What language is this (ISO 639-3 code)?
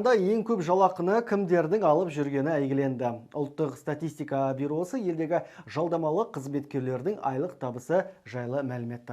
kaz